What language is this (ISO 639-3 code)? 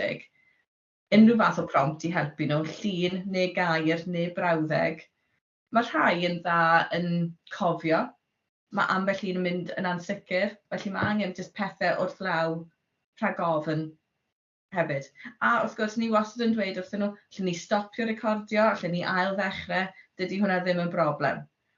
cym